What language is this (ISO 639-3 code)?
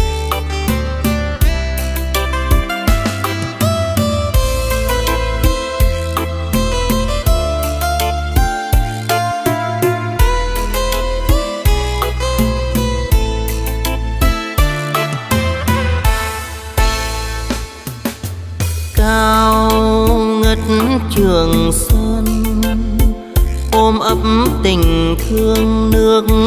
vie